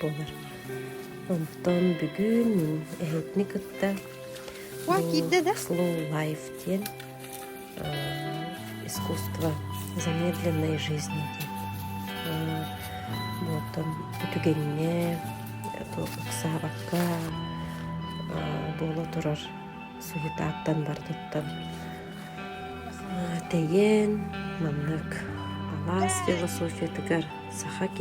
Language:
Yakut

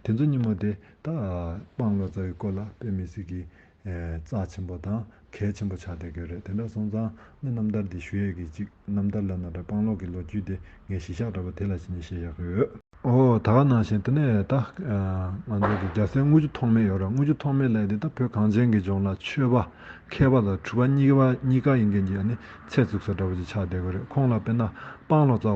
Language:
Tibetan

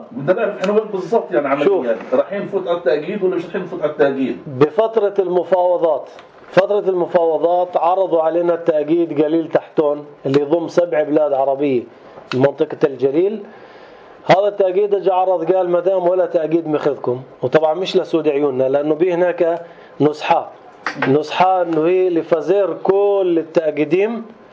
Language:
North Levantine Arabic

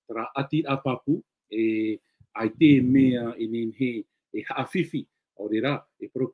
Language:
Tahitian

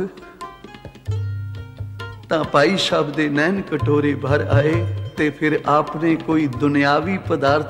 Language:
Punjabi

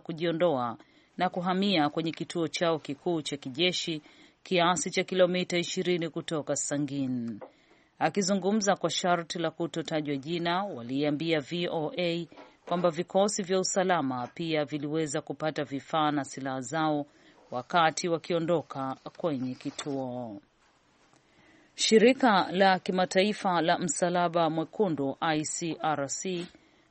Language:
Swahili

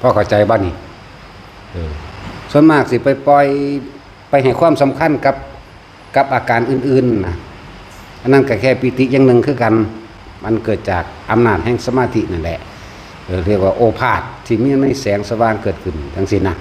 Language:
Northeastern Thai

